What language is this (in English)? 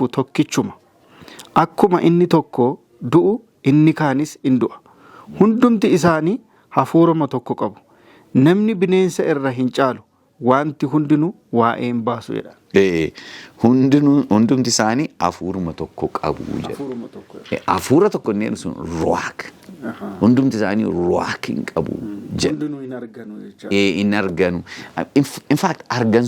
Oromo